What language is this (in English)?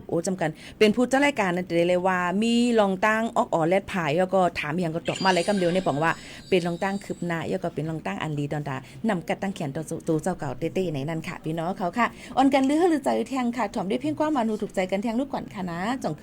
Shan